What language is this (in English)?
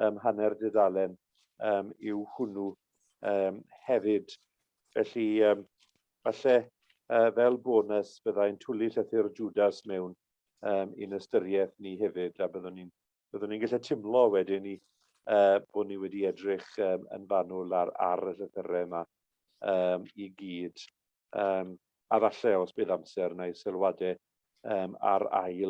Welsh